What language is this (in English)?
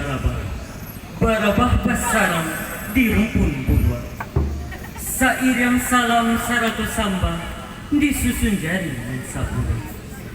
Minangkabau